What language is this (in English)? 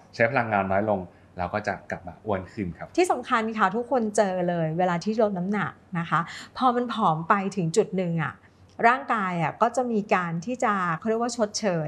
Thai